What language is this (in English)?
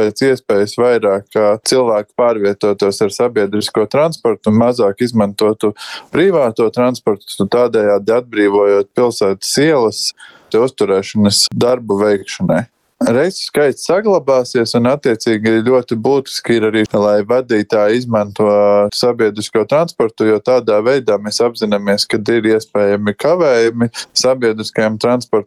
Latvian